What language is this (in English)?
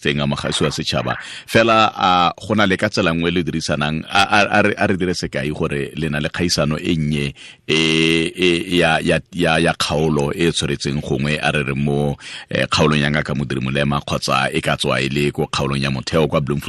Tswana